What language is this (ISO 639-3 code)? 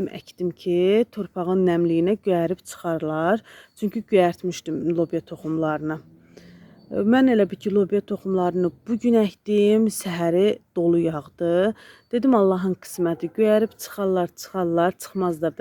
aze